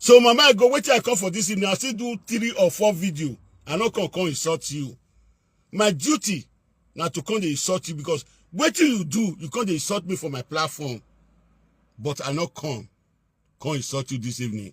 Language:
Nigerian Pidgin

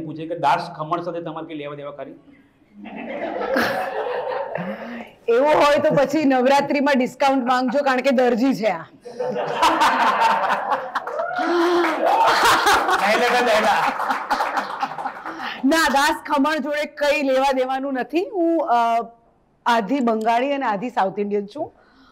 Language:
Gujarati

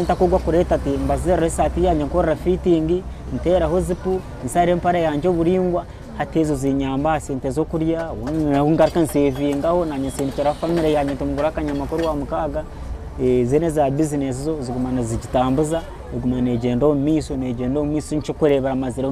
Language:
Nyankole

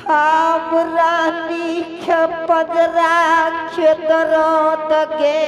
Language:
Angika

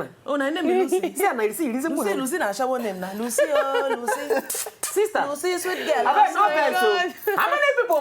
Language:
Nigerian Pidgin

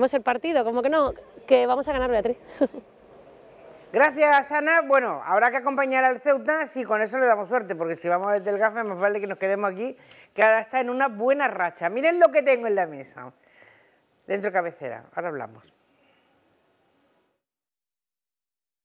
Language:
Spanish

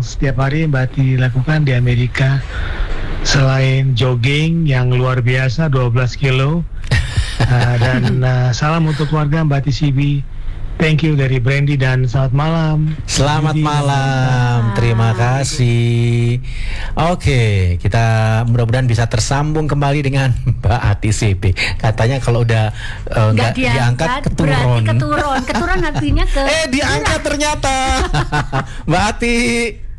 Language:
Indonesian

